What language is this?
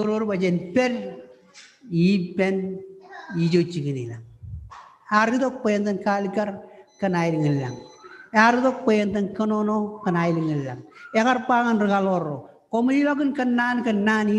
Marshallese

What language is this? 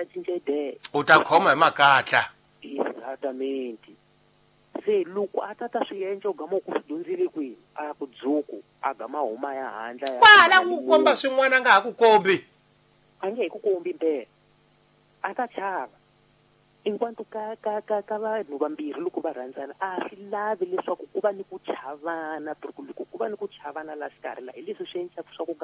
Tsonga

